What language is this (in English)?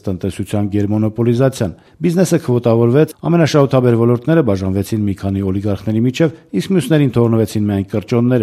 Armenian